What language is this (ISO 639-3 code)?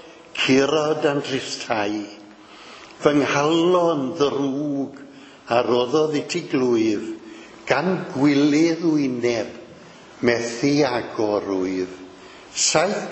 cym